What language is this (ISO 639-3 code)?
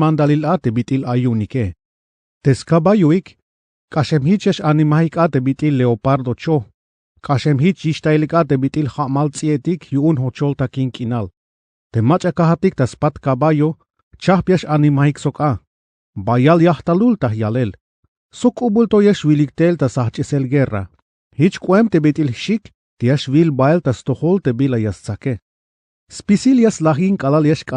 tzh